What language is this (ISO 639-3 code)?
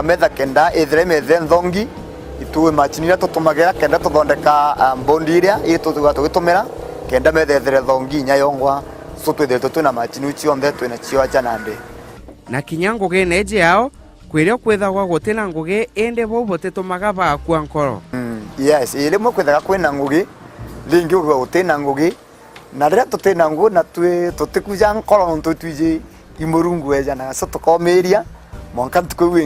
mer